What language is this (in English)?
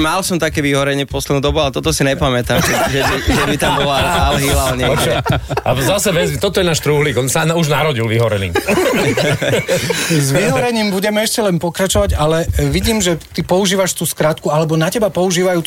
Slovak